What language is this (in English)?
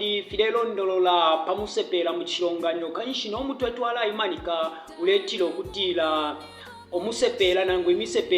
Bemba